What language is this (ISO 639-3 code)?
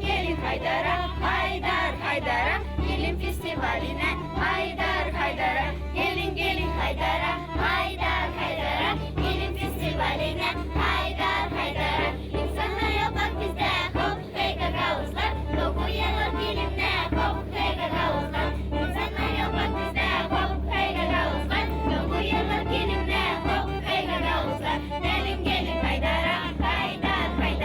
gag